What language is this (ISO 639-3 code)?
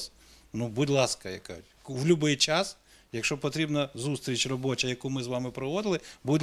ukr